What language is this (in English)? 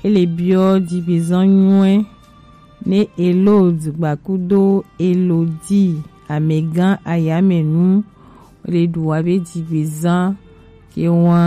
Gen